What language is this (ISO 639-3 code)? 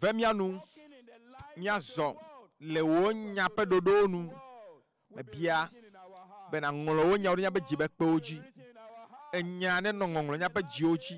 ewe